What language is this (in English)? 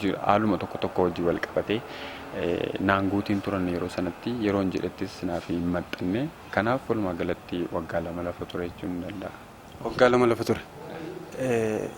Oromo